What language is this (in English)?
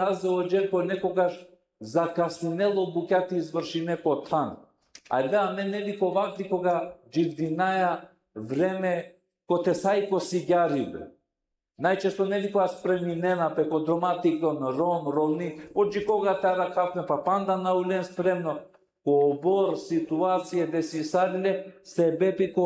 Balkan Romani